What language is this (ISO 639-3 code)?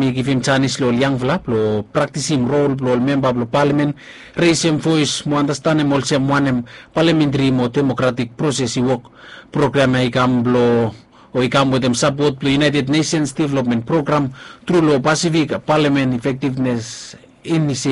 bis